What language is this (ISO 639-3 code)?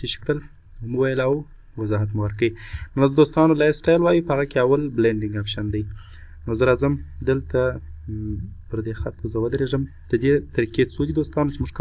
pus